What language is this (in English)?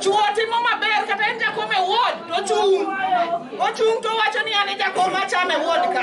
Luo (Kenya and Tanzania)